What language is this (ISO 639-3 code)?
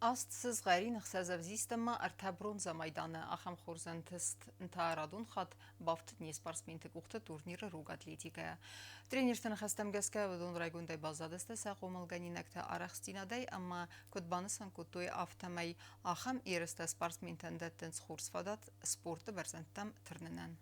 oss